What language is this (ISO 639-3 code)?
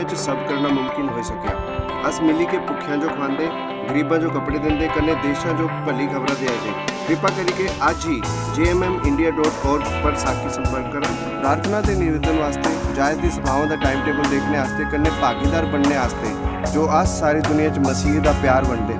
doi